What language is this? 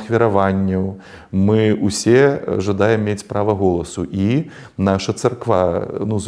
Belarusian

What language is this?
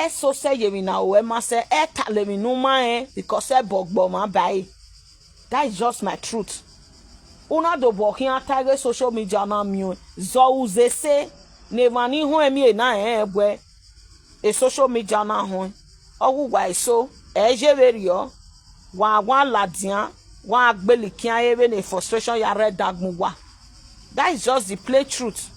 Nigerian Pidgin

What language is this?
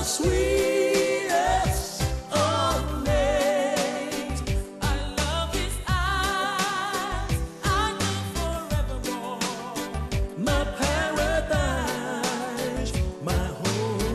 Fijian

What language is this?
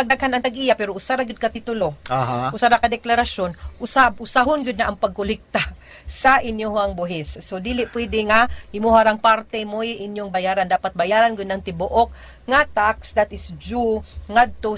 Cebuano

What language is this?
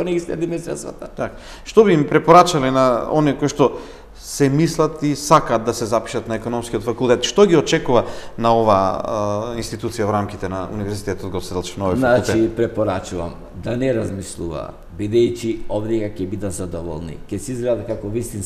Macedonian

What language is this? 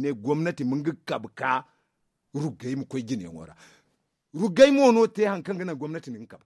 Zarma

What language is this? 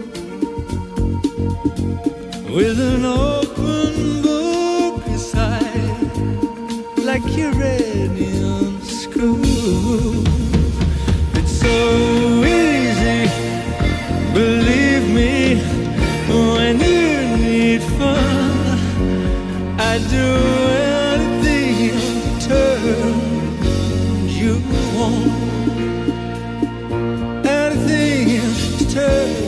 English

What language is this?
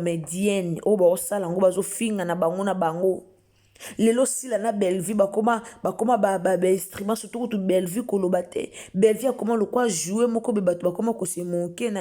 Lingala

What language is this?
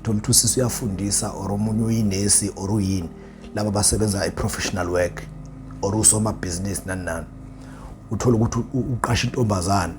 Zulu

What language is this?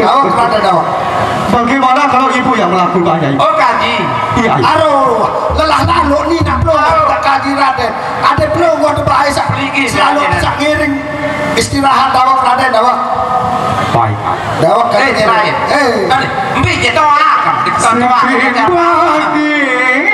Sasak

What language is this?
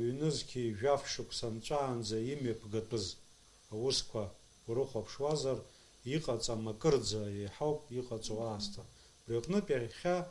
Abkhazian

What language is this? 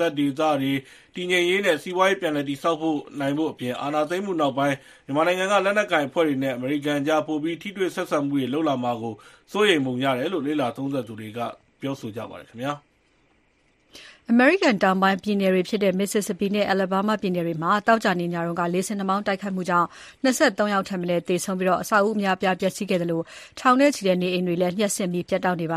Burmese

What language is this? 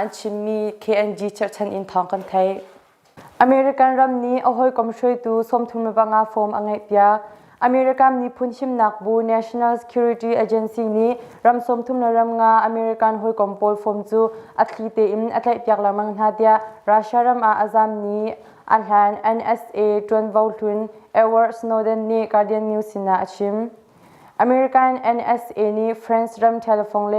Hakha Chin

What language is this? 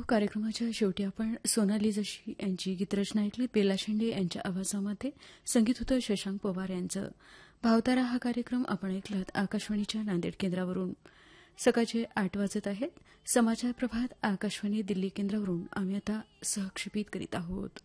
Marathi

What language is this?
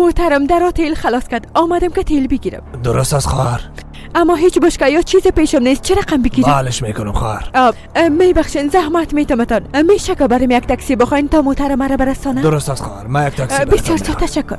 Persian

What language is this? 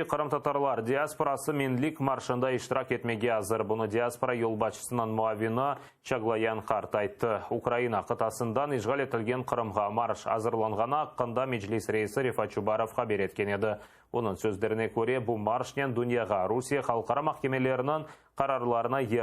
Crimean Tatar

